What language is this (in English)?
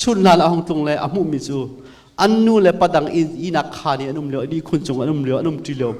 Hakha Chin